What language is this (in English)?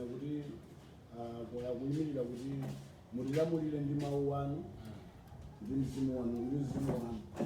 Nyanja